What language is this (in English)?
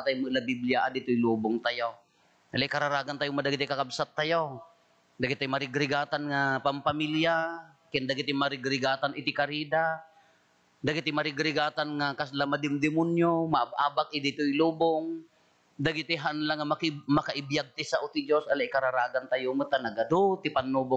Iloko